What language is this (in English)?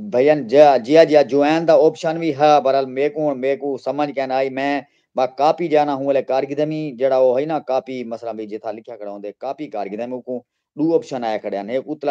Saraiki